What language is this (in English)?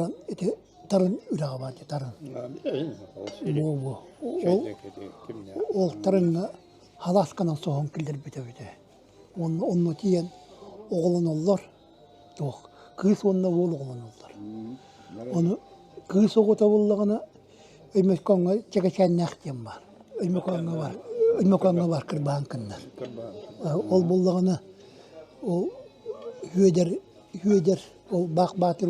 Yakut